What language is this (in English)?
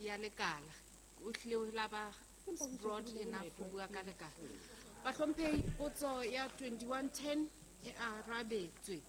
Southern Sotho